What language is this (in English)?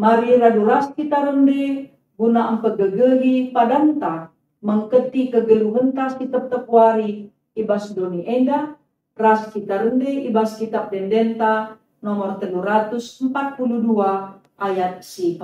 Batak Karo